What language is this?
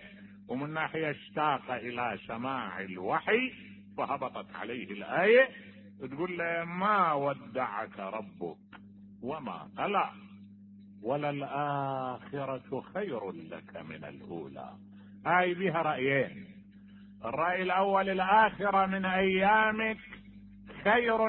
Mesopotamian Arabic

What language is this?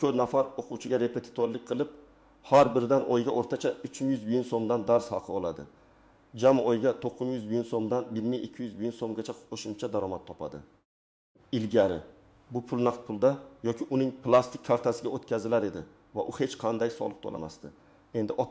Uzbek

